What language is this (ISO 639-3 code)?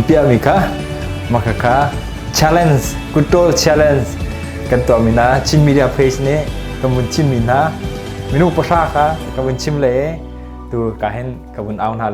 cnh